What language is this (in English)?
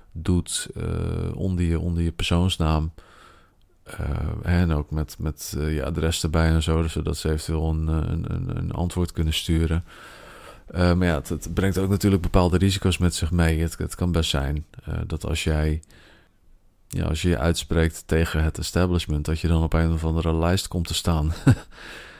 Dutch